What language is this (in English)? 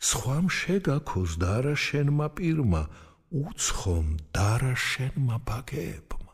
Georgian